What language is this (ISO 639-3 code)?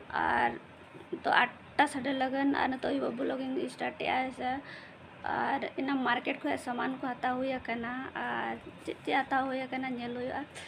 sat